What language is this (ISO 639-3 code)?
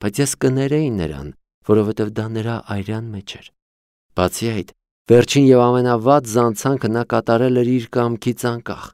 hye